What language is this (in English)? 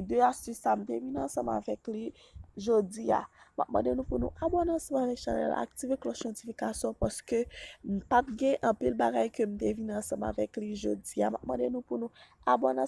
Haitian Creole